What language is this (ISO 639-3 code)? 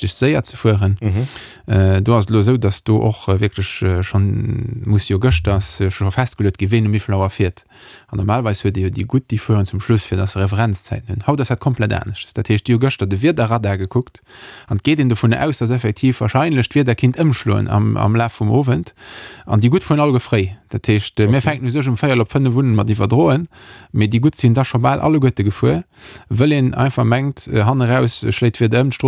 ltz